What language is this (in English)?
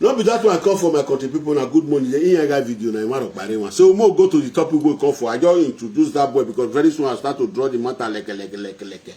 Nigerian Pidgin